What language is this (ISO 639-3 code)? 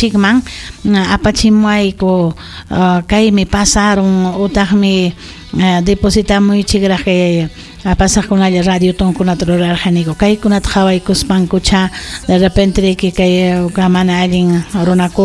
quy